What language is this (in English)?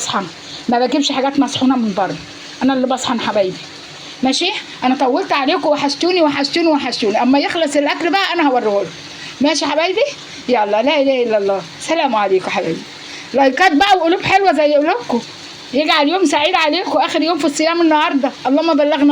Egyptian Arabic